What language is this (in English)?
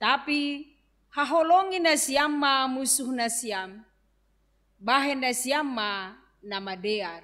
Batak Simalungun